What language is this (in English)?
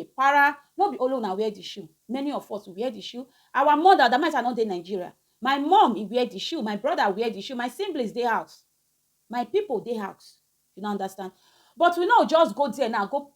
Nigerian Pidgin